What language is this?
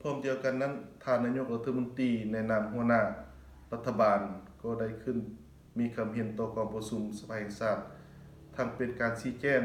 Lao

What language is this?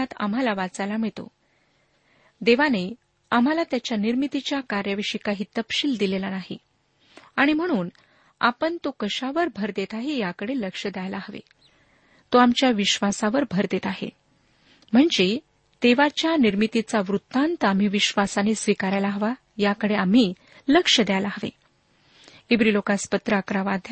Marathi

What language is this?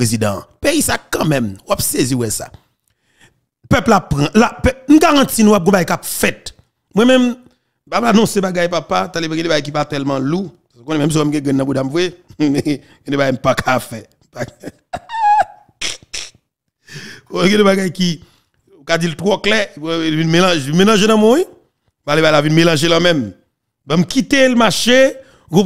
Haitian Creole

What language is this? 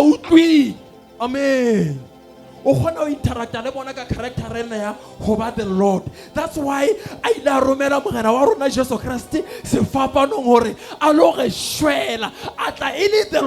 Southern Sotho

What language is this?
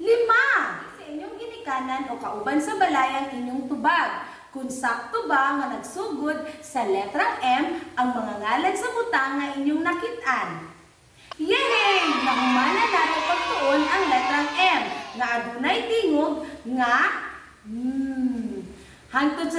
Cebuano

